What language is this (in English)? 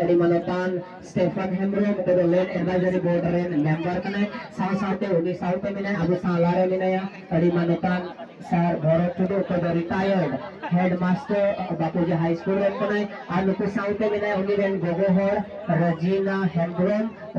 Santali